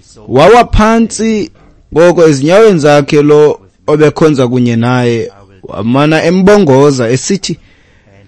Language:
Xhosa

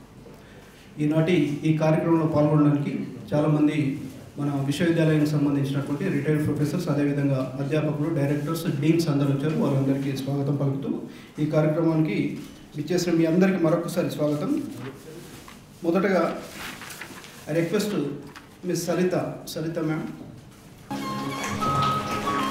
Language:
Telugu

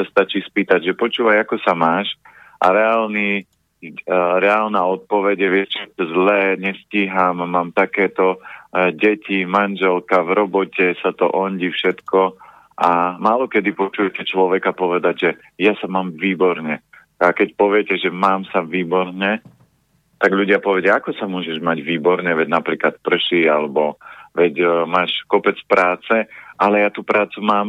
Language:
Slovak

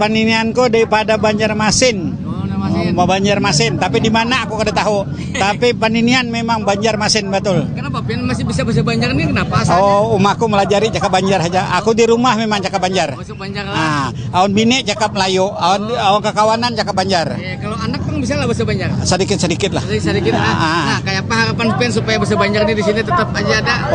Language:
Banjar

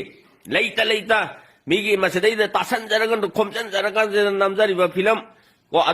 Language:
Manipuri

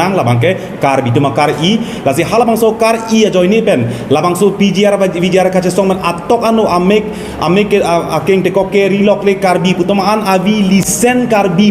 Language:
Karbi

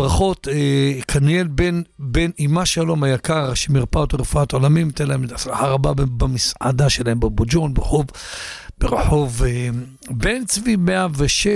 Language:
Hebrew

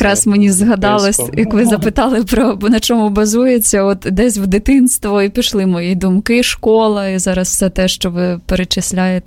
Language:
Ukrainian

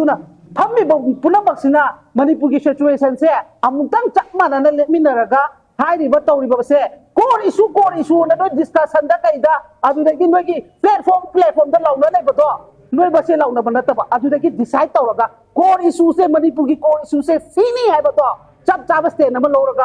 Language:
Manipuri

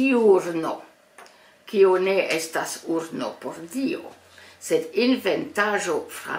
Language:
Esperanto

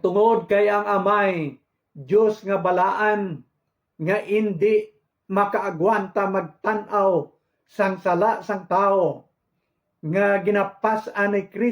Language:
Hiligaynon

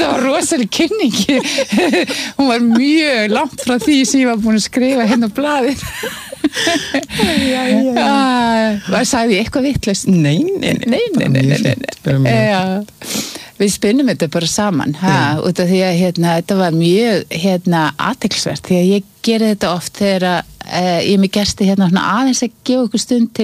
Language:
Icelandic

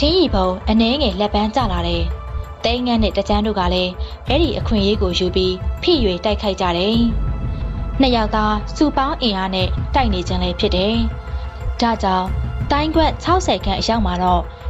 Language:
Burmese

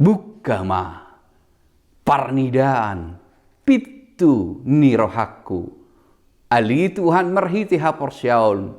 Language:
Batak Toba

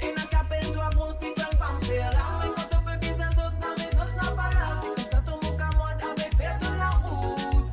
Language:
Morisyen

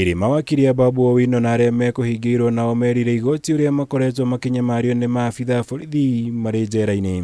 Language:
Kikuyu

